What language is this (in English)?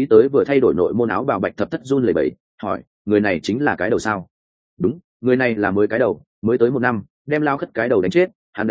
Vietnamese